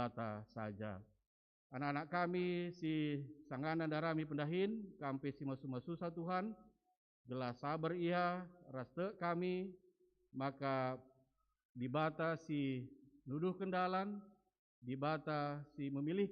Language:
Batak Karo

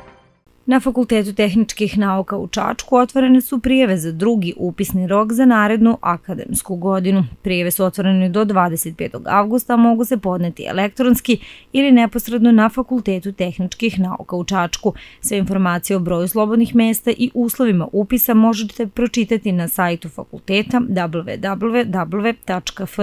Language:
Serbian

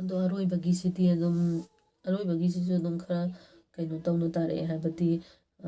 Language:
Manipuri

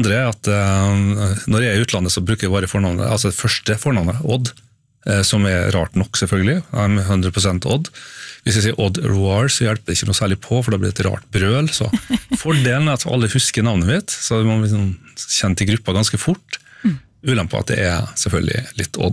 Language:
Norwegian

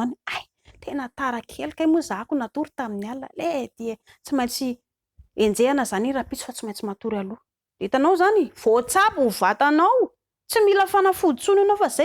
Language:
Malagasy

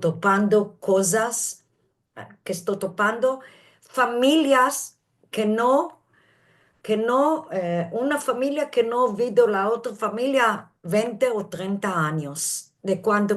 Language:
Ladino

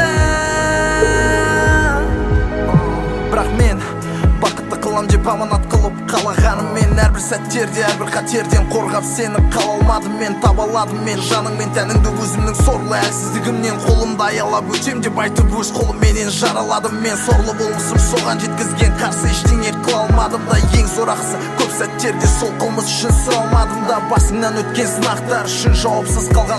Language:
Kazakh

